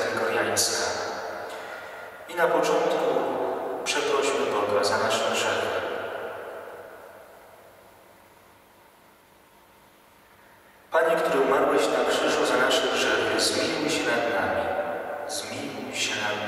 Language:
Polish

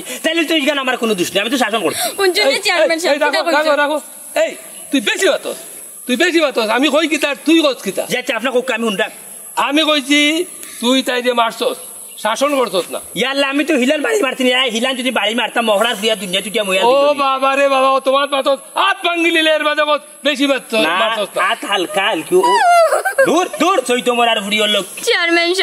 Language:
Sylheti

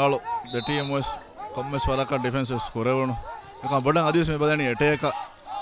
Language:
Divehi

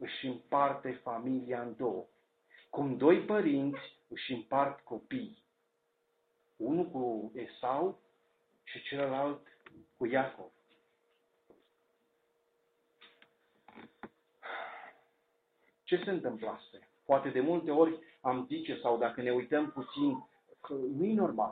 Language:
Romanian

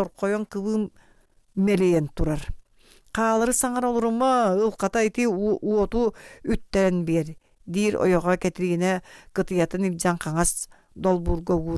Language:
Yakut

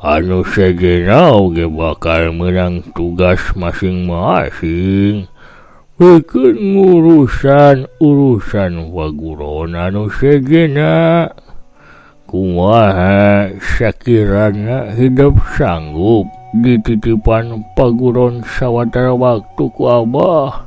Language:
Sundanese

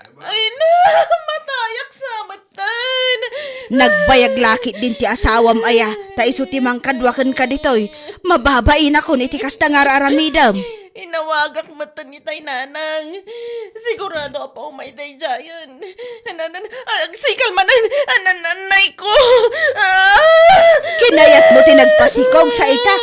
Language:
Iloko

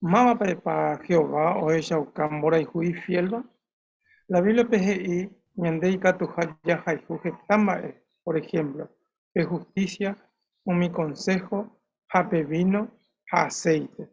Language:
Guarani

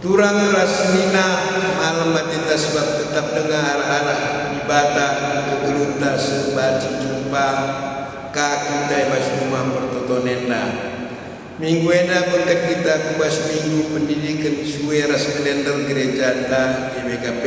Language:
Batak Karo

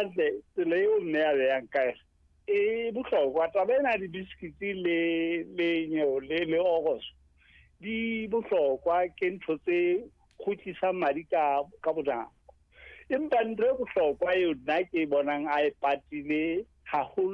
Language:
Southern Sotho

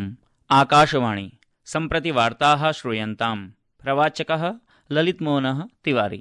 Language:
Sanskrit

